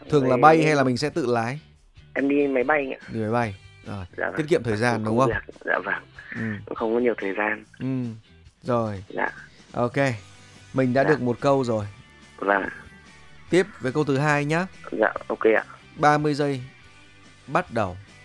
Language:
Vietnamese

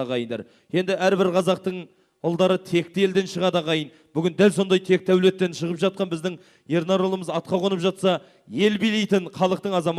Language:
Kazakh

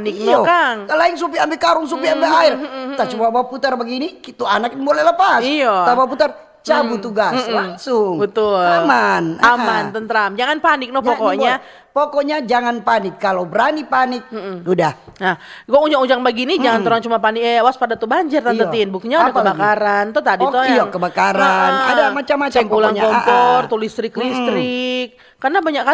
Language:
Manado Malay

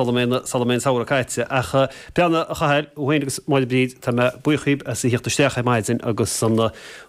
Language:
Irish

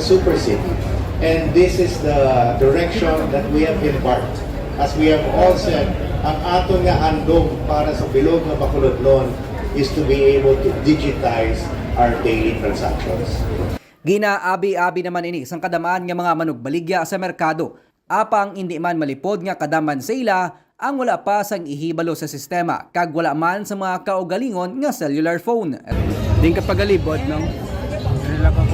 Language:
Hiligaynon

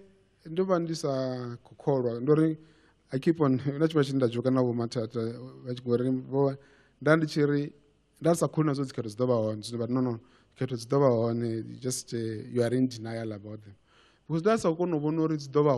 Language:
Venda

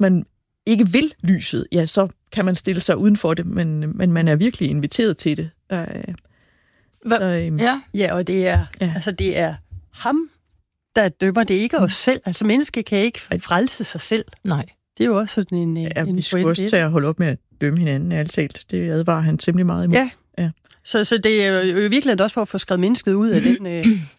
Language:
Danish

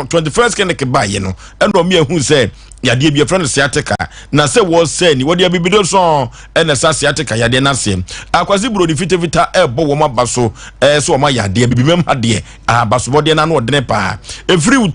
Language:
Akan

